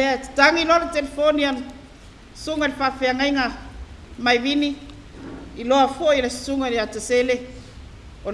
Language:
Samoan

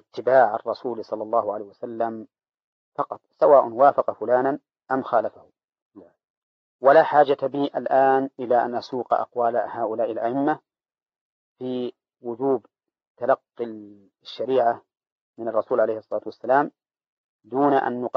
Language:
Arabic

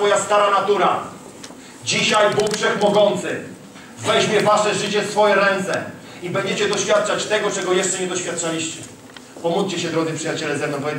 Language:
Polish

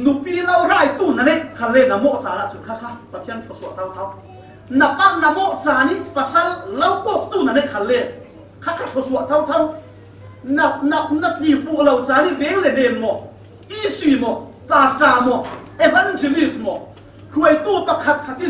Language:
Falam Chin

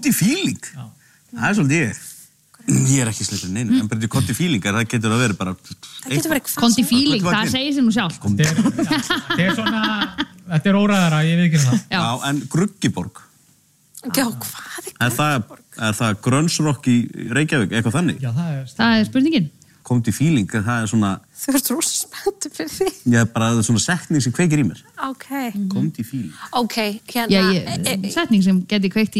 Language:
Icelandic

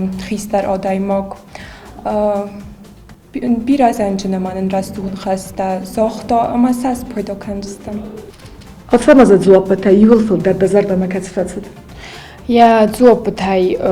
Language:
Ossetic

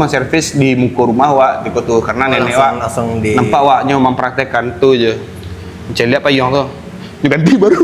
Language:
Minangkabau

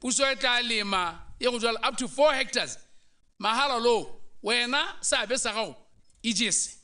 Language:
Tswana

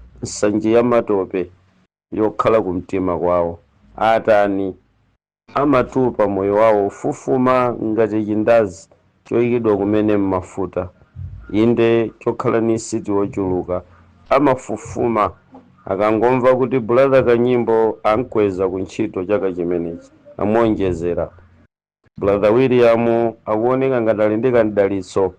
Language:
Nyanja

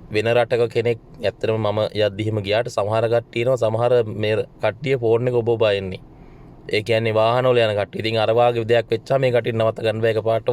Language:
Sinhala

